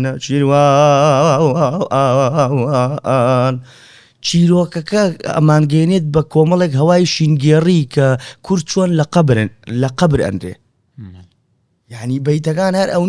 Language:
Central Kurdish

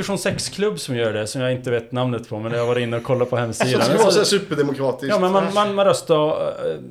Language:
Swedish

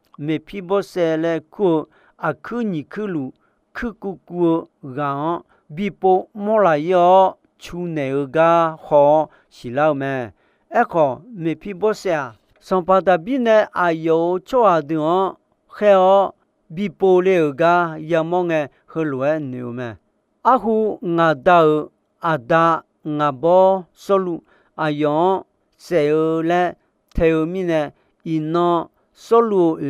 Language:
Akha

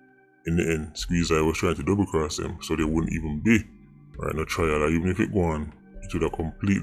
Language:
Jamaican Creole English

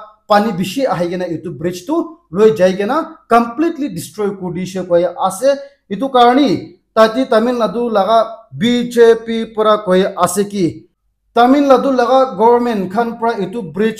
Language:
Naga Pidgin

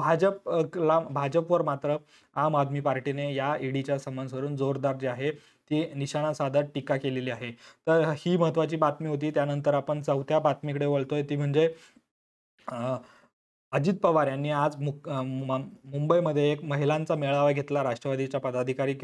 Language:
Marathi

